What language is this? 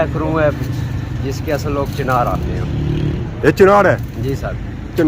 Pahari-Potwari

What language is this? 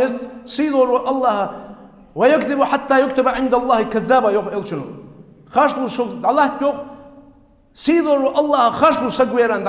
Ingush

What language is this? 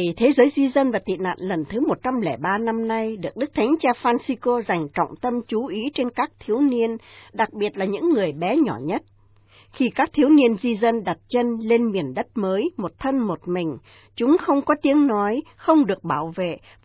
Vietnamese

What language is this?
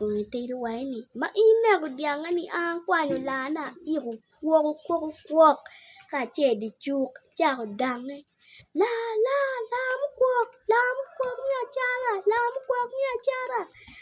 Acoli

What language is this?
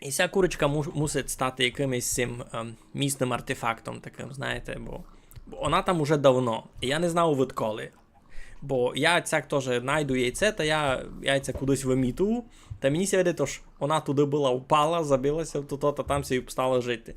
Rusyn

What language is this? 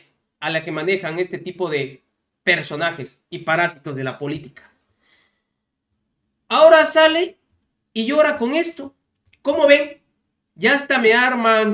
Spanish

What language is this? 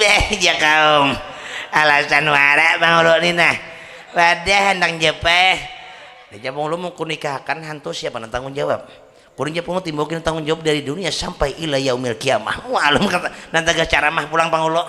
Banjar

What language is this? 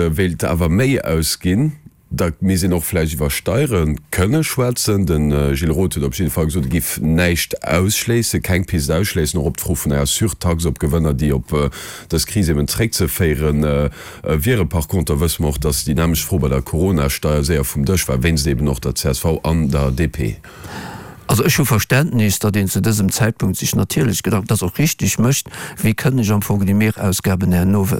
Luxembourgish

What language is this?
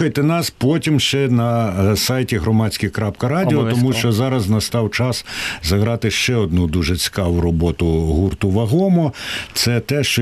Ukrainian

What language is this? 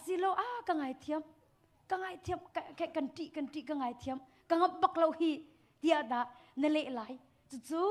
Hakha Chin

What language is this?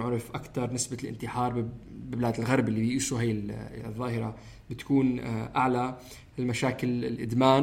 North Levantine Arabic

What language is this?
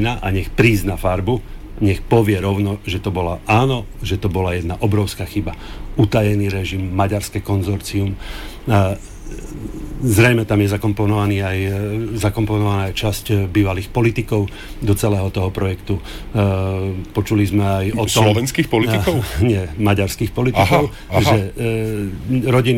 Slovak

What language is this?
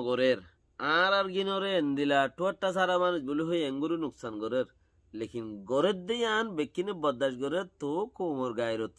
Rohingya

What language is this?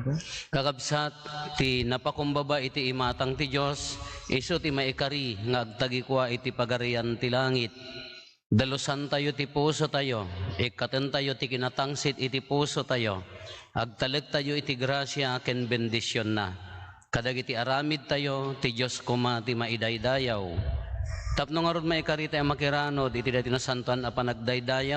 Iloko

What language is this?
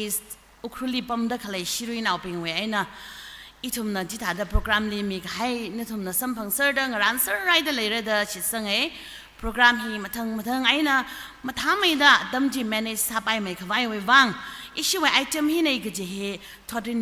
Tangkhul Naga (India)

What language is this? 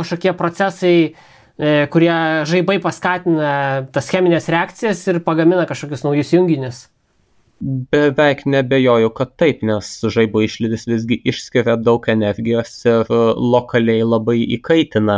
Lithuanian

